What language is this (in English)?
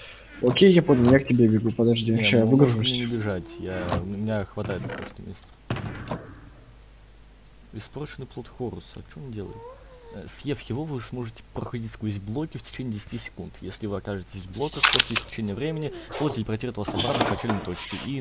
Russian